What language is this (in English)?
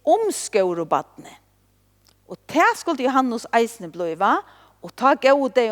Faroese